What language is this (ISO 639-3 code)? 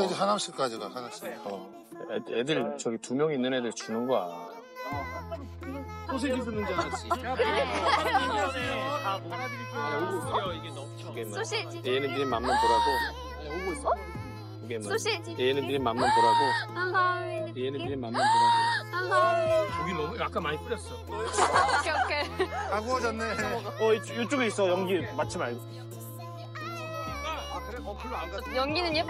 kor